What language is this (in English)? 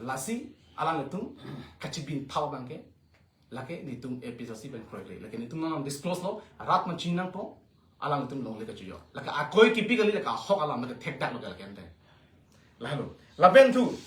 Karbi